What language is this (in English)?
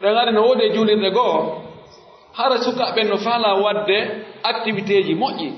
Pular